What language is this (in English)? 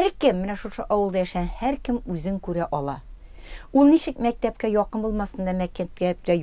Tatar